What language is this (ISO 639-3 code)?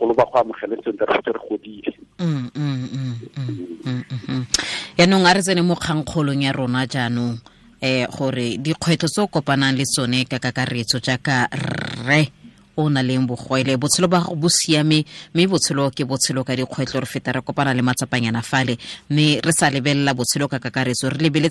tsn